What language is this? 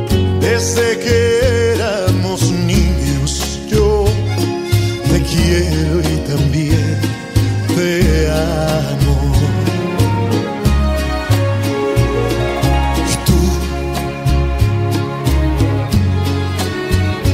Spanish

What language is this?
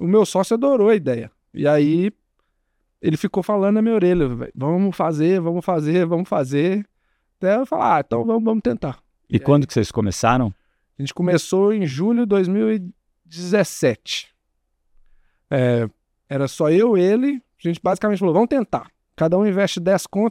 Portuguese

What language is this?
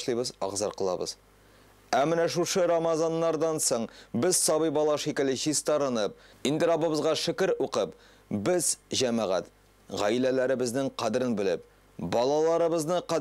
Tatar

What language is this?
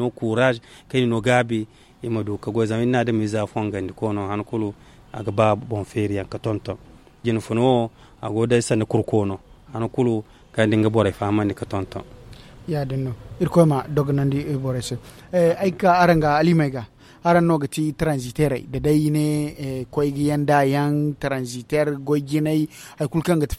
Zarma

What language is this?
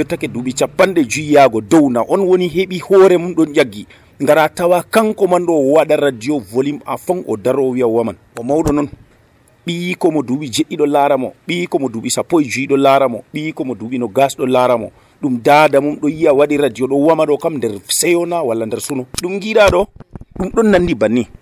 Nigerian Fulfulde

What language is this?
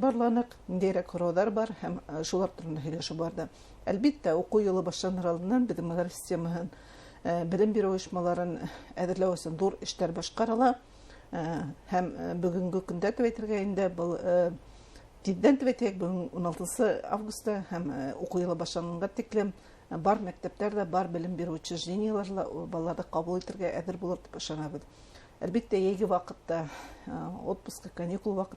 Bashkir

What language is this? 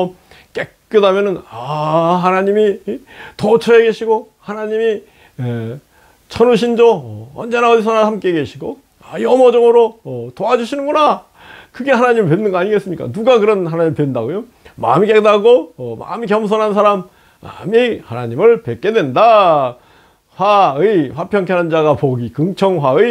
Korean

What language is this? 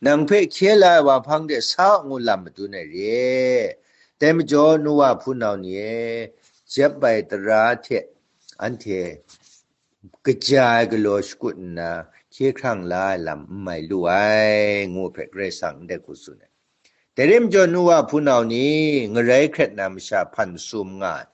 Kachin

